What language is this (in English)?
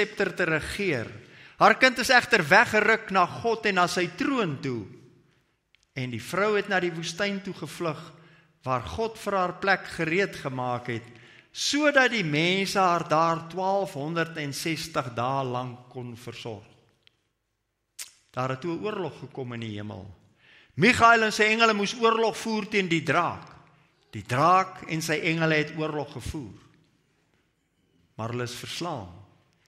Afrikaans